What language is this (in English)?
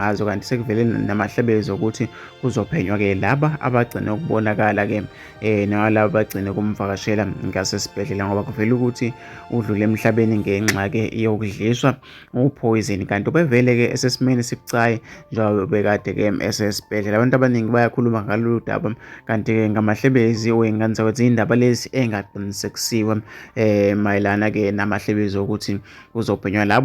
Zulu